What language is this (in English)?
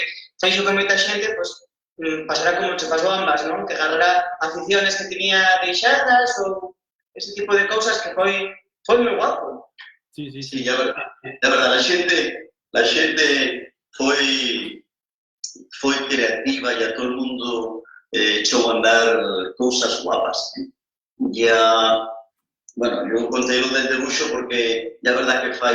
Asturian